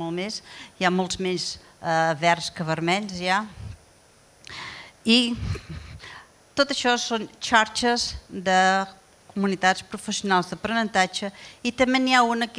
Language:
Catalan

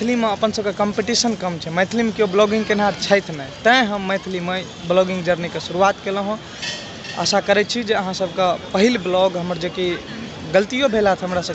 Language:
Maithili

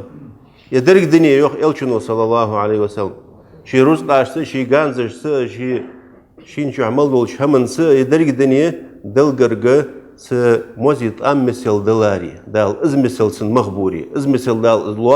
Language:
Ingush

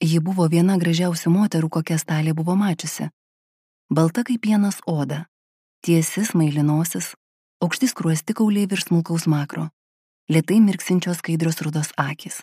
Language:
Lithuanian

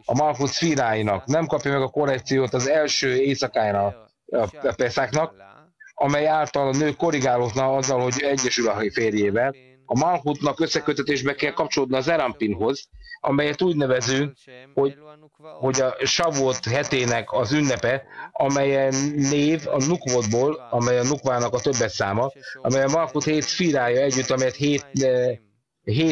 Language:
Hungarian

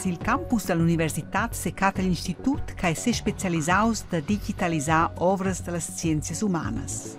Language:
Romansh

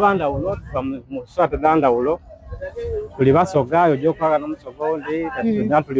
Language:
Soga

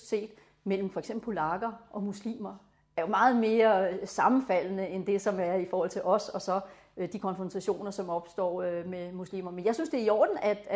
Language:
Danish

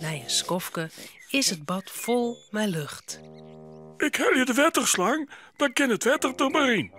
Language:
Western Frisian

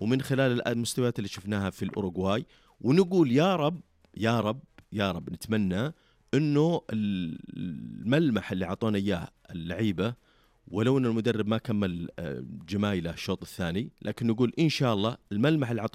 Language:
Najdi Arabic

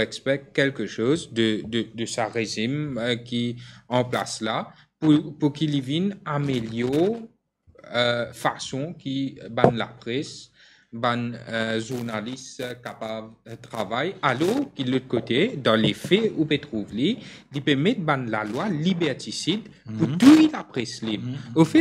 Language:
Morisyen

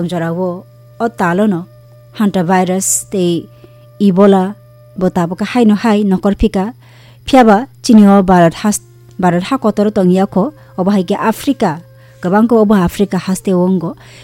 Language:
Kok Borok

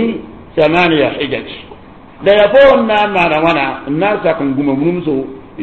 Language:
Mossi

